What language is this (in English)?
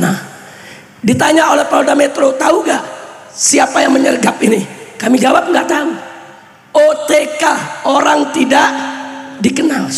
Indonesian